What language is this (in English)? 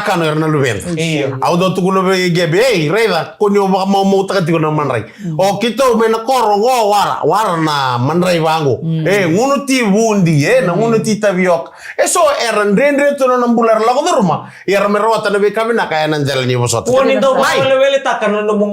Fijian